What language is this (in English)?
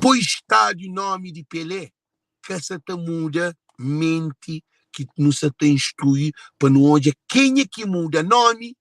Kabuverdianu